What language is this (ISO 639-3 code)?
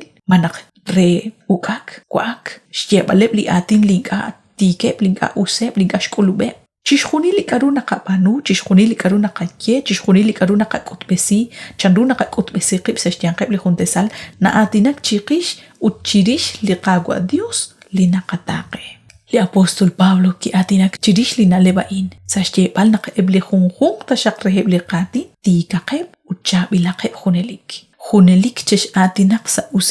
kek